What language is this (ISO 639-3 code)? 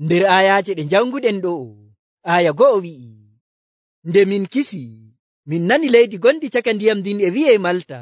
fuv